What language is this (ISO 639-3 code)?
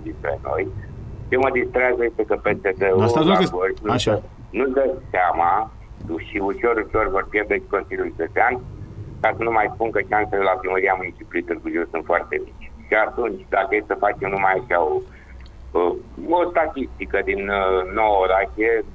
ron